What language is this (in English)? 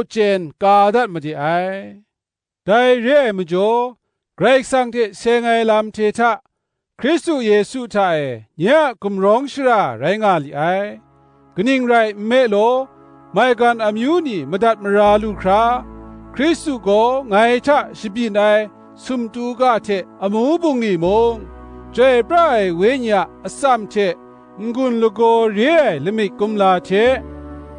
Kachin